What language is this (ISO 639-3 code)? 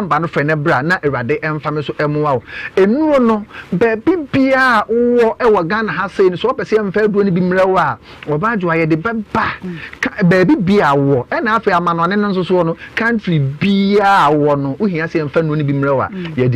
aka